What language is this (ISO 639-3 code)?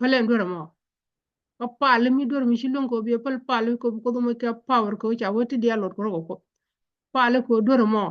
nus